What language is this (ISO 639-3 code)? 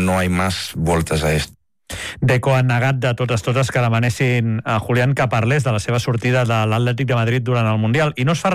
cat